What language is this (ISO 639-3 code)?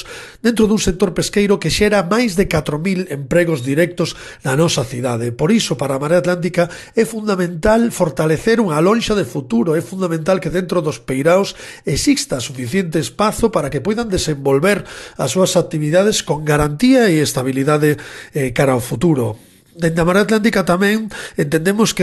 glg